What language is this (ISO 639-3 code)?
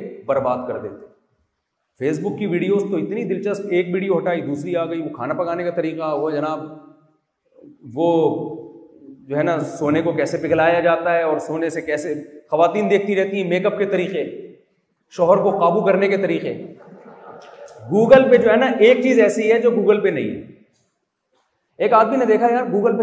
urd